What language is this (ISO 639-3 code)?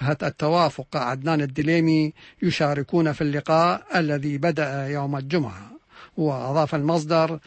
ara